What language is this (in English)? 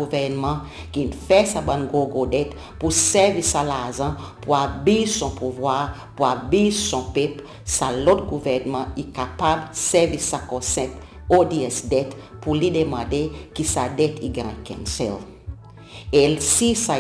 Seselwa Creole French